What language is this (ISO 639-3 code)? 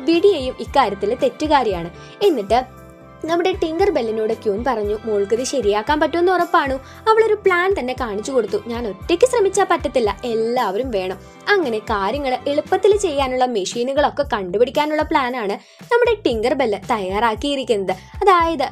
mal